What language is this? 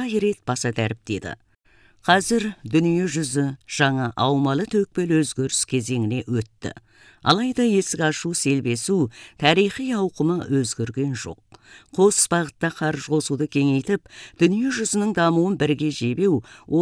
Kazakh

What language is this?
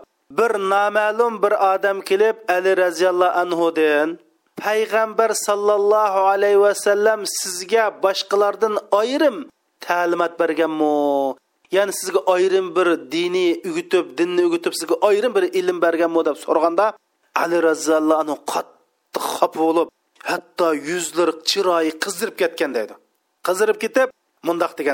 Uyghur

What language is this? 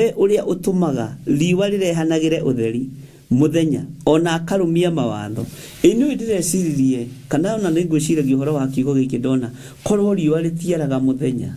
Kikuyu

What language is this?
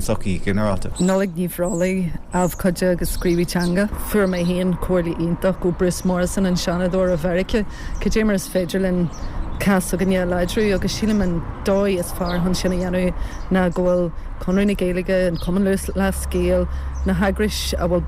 Irish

